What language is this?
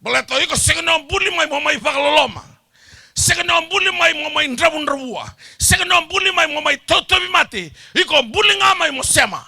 Fijian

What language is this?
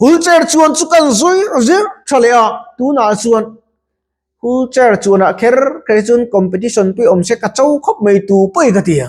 Mizo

